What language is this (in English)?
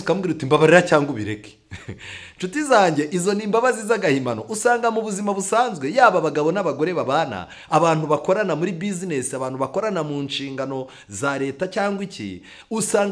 Kinyarwanda